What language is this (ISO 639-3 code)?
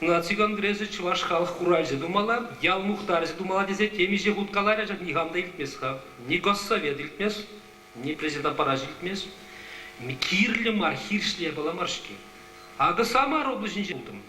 chv